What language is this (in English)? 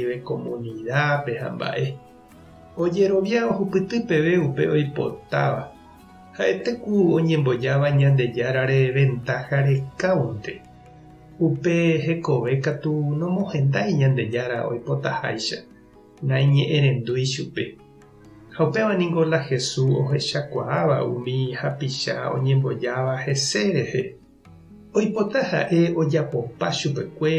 Guarani